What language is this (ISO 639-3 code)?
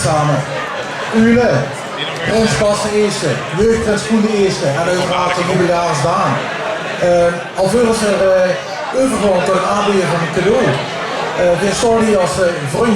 lim